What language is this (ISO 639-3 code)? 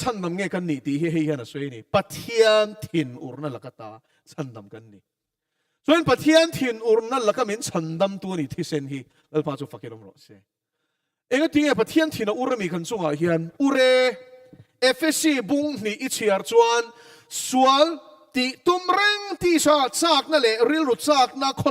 lus